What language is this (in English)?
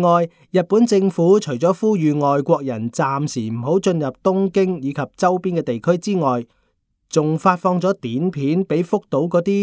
Cantonese